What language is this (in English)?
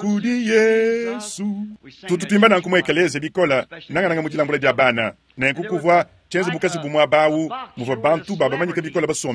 Luba-Lulua